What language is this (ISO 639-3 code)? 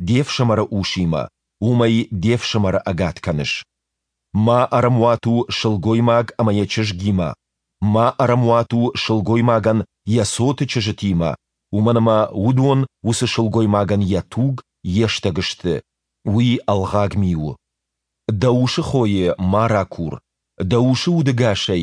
oss